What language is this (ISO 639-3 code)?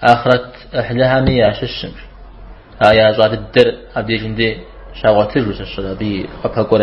kbd